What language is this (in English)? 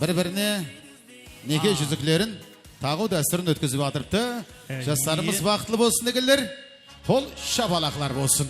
Kara-Kalpak